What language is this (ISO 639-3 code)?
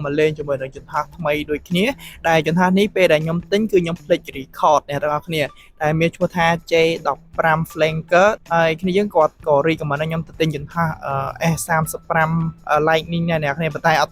khm